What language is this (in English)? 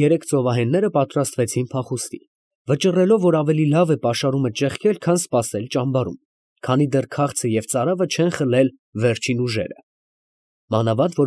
Armenian